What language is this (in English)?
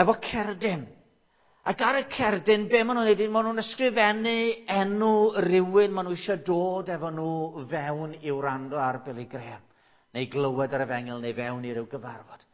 Welsh